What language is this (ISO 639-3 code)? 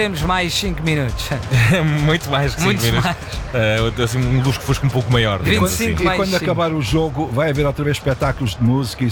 por